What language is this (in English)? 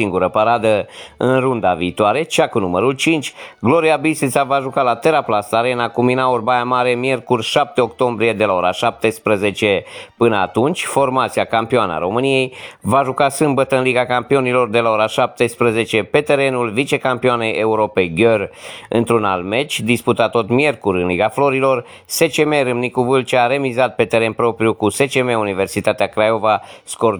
Romanian